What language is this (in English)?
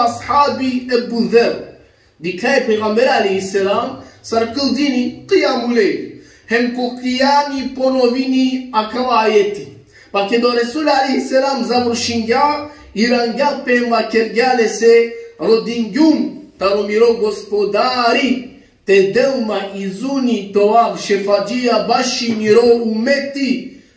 Balkan Romani